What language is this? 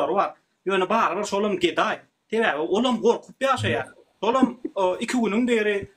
Turkmen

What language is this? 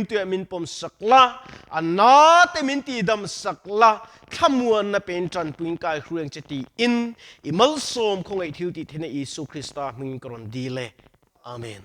Mizo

